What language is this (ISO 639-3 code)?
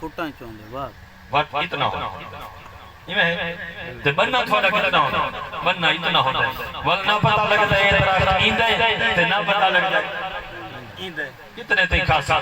skr